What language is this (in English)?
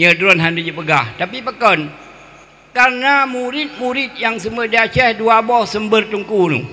Achinese